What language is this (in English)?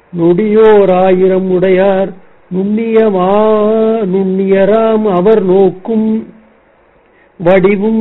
Tamil